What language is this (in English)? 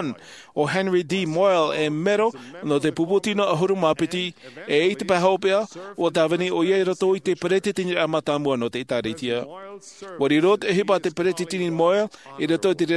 Tahitian